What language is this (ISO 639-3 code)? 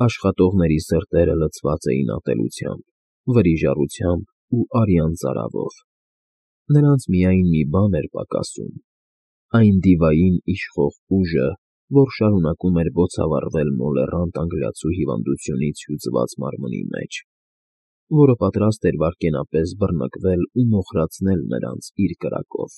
hye